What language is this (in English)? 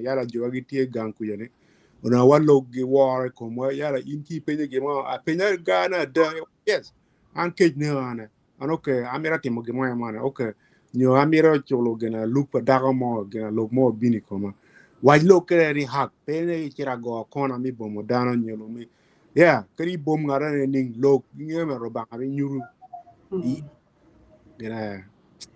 Acoli